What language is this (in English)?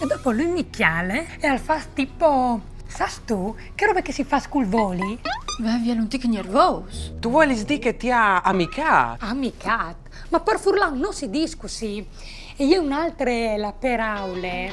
Friulian